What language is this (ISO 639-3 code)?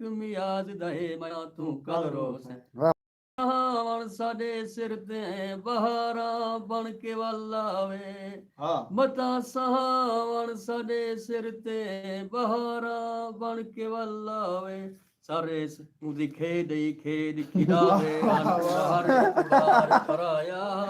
skr